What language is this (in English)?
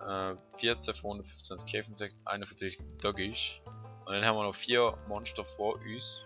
Swiss German